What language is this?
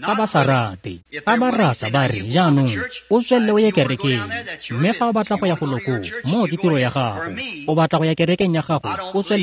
Tswana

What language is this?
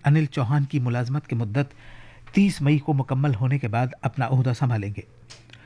Urdu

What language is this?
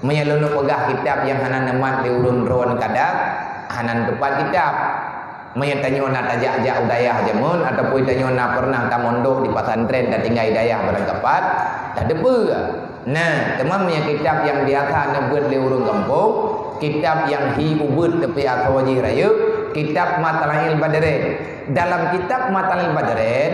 Achinese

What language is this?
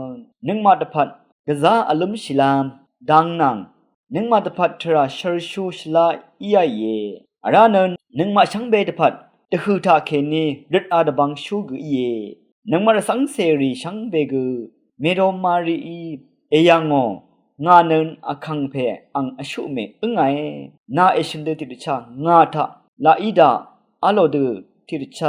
Rawang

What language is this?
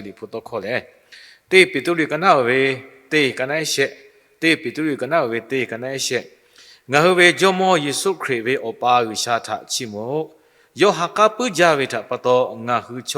Lahu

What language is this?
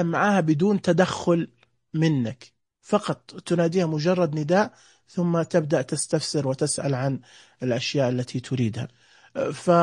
Najdi Arabic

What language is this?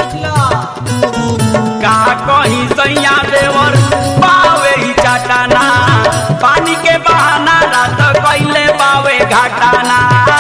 Bhojpuri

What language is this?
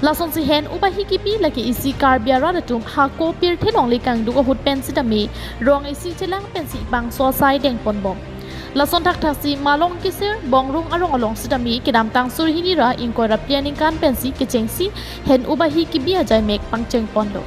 Karbi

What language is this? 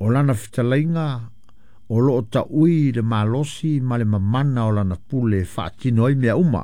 Samoan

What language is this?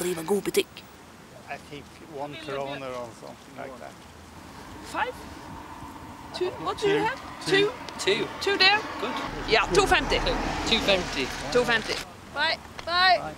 Norwegian Bokmål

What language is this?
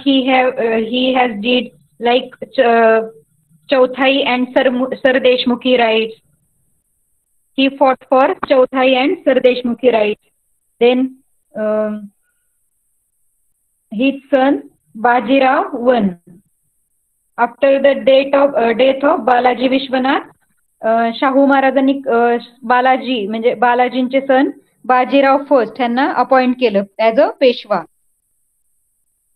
Marathi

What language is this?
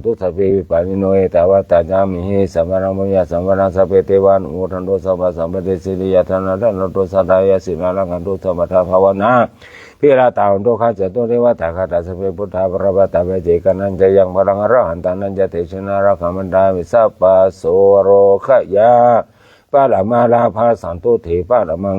Pali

